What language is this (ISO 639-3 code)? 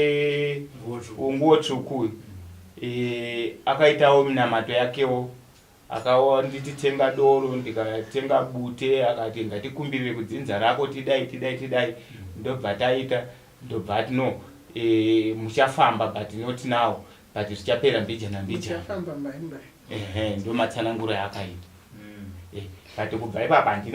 sna